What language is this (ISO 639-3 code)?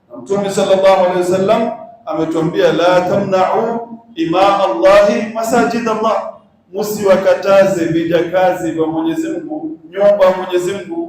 swa